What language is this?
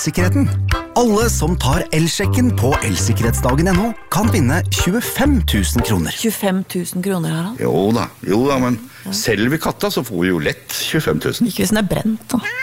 Norwegian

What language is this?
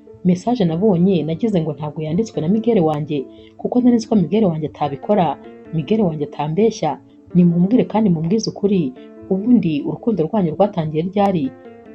Kinyarwanda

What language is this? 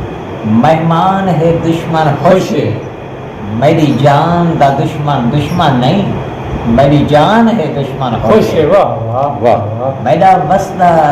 Saraiki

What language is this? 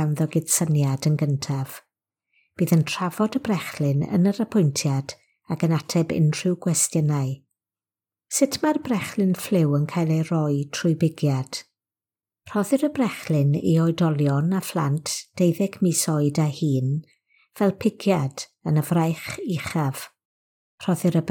Welsh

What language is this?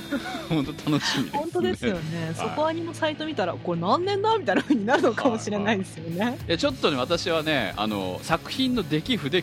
Japanese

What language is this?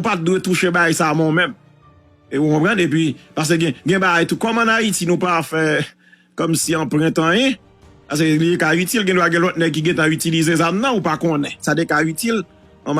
Haitian Creole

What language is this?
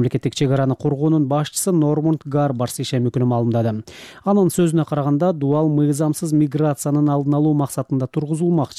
Kyrgyz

